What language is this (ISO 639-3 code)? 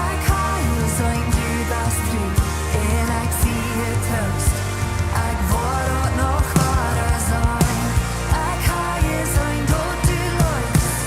pdt